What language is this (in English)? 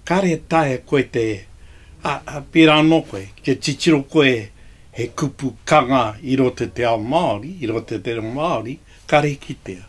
Māori